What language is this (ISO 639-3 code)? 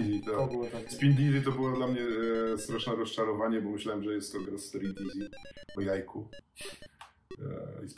pol